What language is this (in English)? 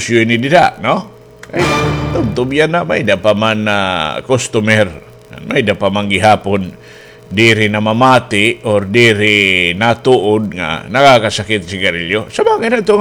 Waray